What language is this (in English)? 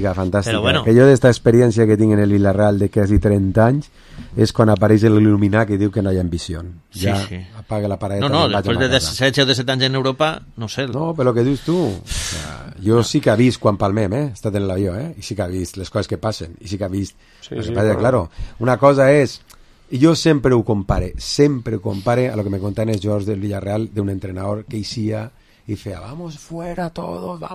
Catalan